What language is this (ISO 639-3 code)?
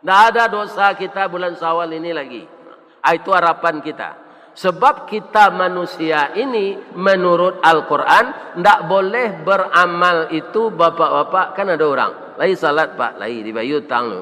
min